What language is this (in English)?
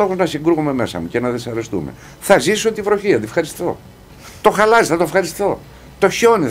Greek